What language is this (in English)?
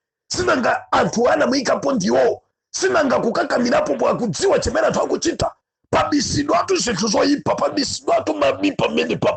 Nyanja